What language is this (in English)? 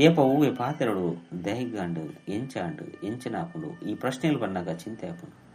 Tulu